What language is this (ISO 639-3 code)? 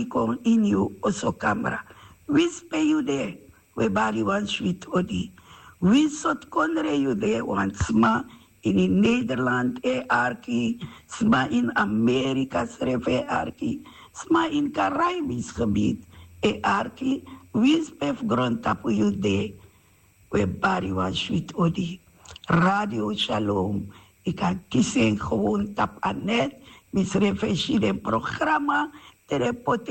srn